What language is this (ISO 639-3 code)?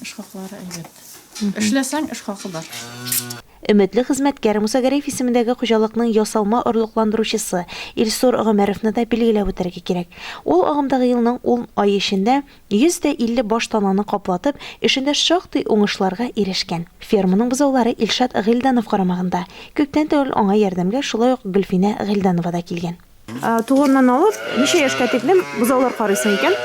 tat